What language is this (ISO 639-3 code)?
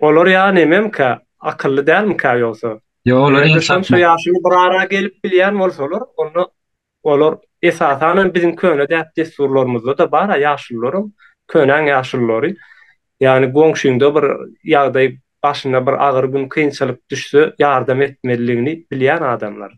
tuk